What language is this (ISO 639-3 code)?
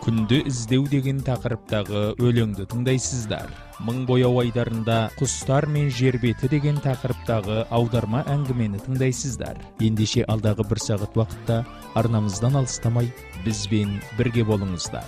kaz